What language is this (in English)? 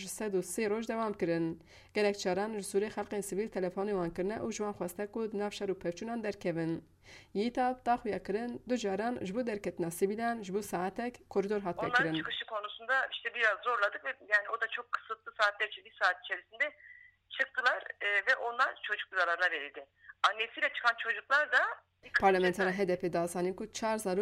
Kurdish